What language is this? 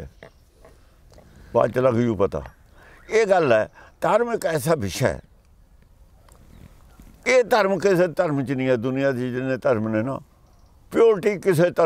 Punjabi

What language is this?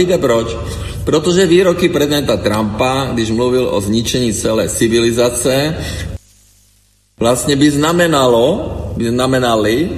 Czech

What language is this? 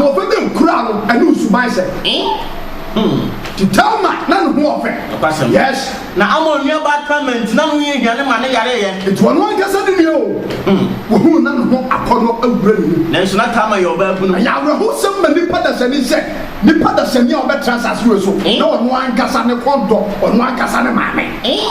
Akan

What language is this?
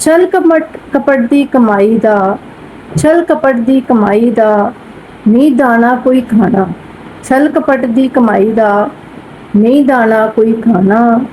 Dogri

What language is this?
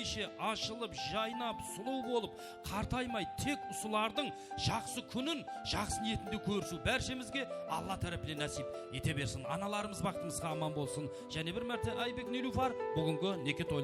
Kara-Kalpak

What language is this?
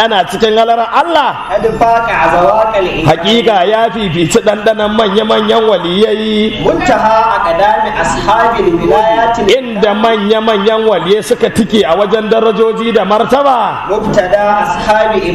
Hausa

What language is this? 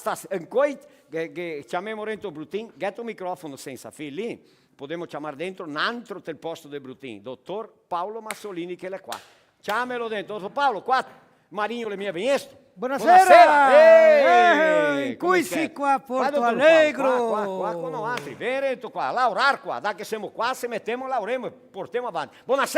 Venetian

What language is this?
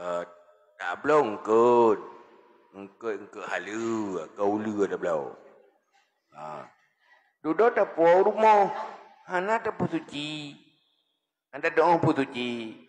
Achinese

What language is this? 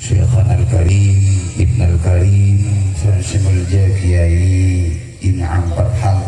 Madurese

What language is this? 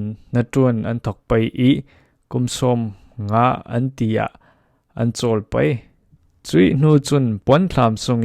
Falam Chin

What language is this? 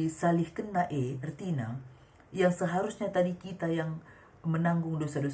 Batak Karo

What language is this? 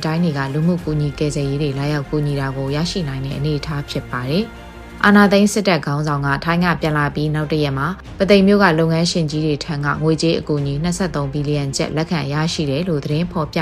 Burmese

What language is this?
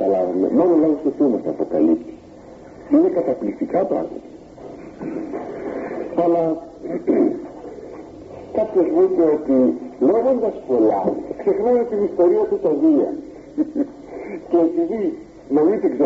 Greek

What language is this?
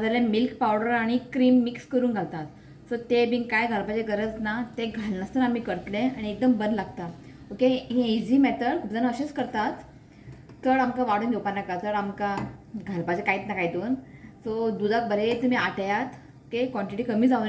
Konkani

